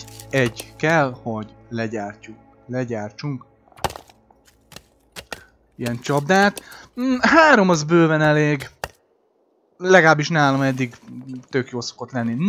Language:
Hungarian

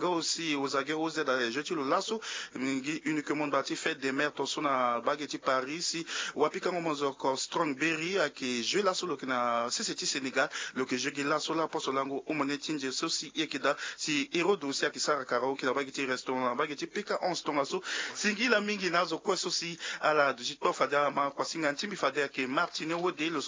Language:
Sango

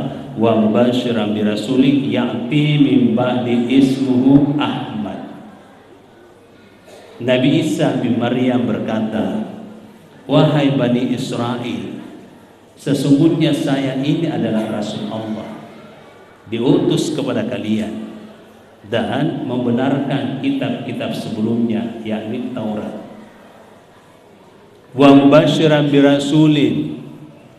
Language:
Indonesian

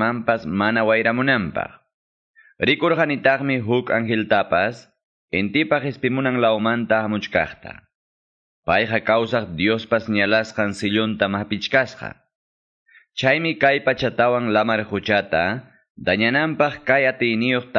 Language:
Quechua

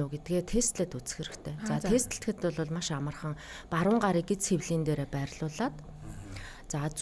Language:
Mongolian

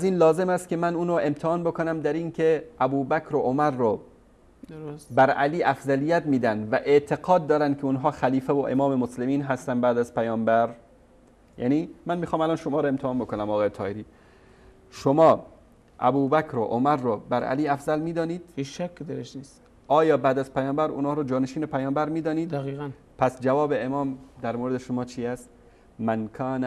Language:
Persian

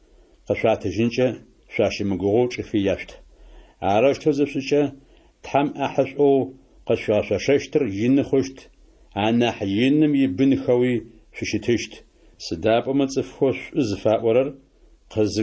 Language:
Adyghe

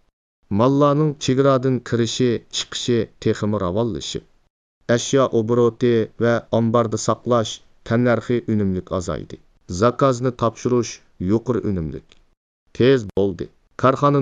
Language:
Uyghur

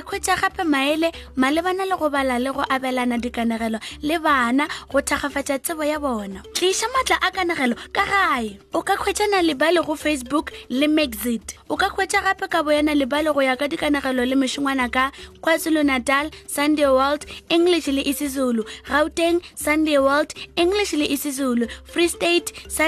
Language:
Northern Sotho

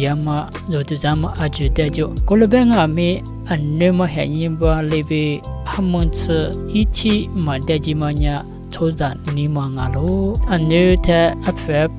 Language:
Lisu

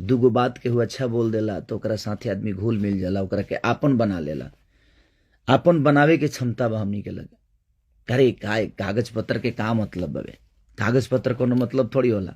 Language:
Bhojpuri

